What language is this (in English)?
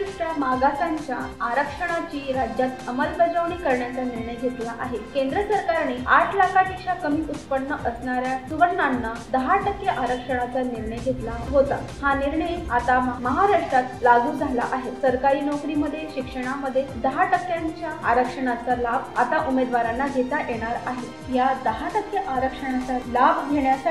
Marathi